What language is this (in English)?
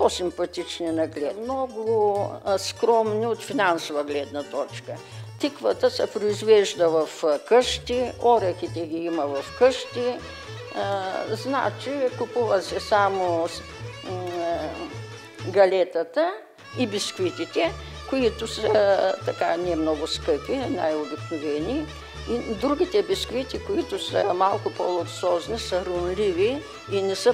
Bulgarian